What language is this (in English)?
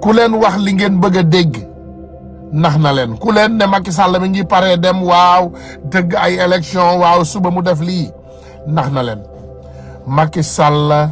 Wolof